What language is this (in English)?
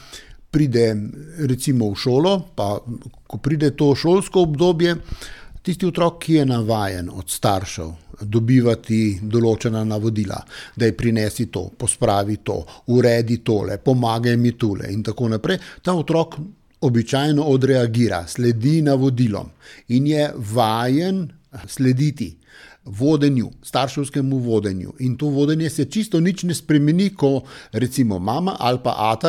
Slovenian